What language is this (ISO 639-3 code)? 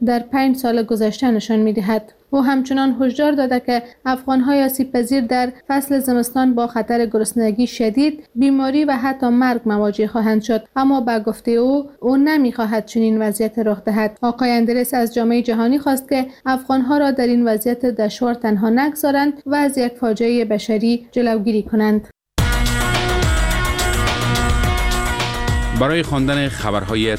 fas